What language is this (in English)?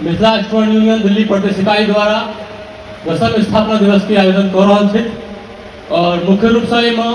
Maithili